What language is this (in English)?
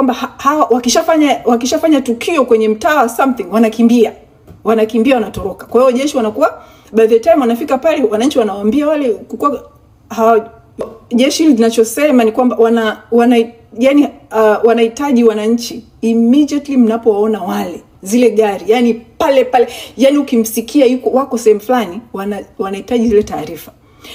Swahili